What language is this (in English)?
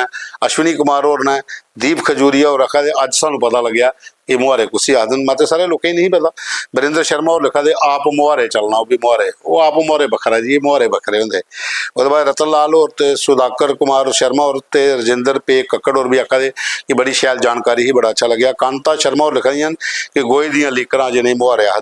Dogri